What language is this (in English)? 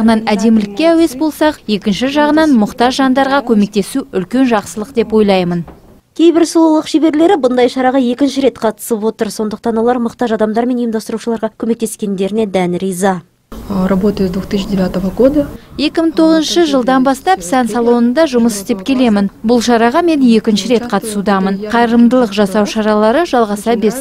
Kazakh